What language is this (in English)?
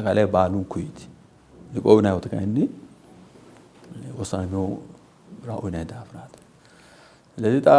Sidamo